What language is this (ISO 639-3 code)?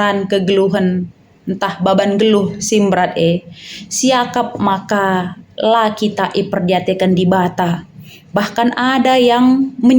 btx